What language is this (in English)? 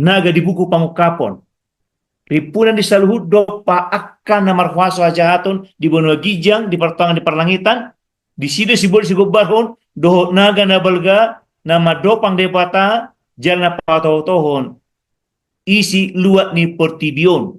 Batak Toba